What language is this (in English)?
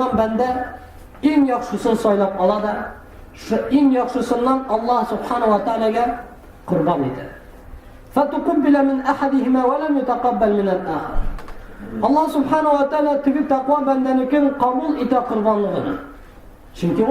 Tatar